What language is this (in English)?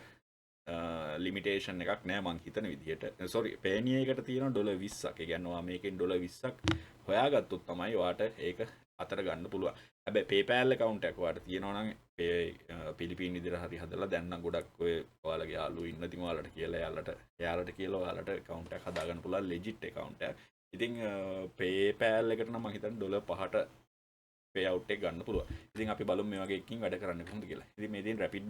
Sinhala